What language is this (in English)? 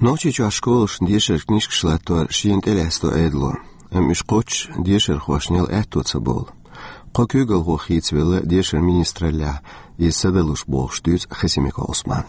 Chechen